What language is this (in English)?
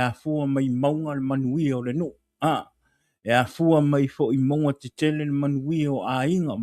Samoan